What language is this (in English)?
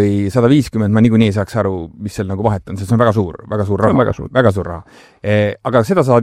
Estonian